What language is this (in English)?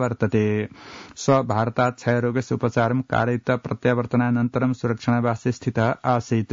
Sanskrit